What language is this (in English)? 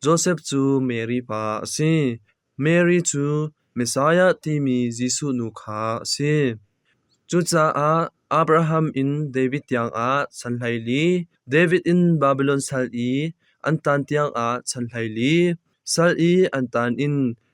Hakha Chin